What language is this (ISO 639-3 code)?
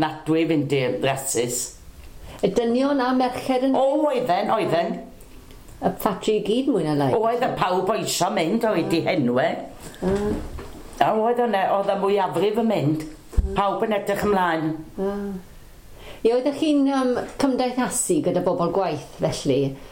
cym